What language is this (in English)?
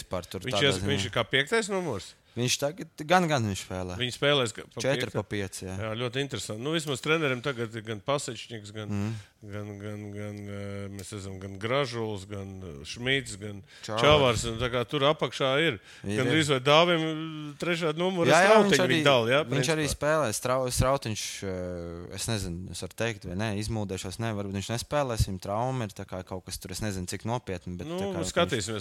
Latvian